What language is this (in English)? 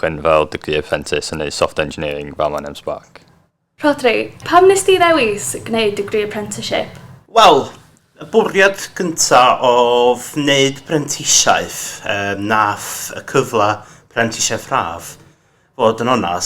Welsh